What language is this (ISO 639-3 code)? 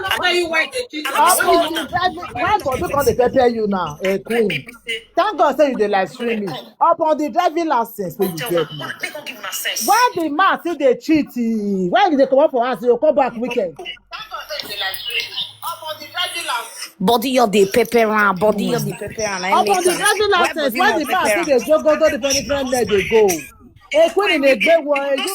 pcm